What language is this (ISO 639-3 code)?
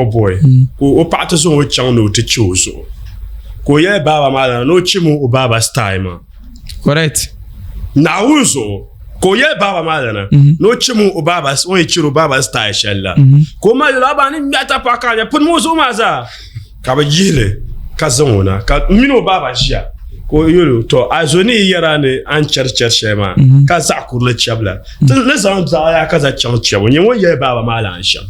dag